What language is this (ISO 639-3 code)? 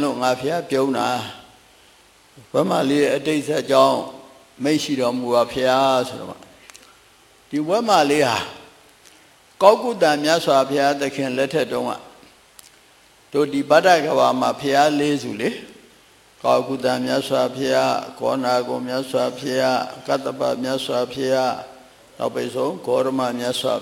mya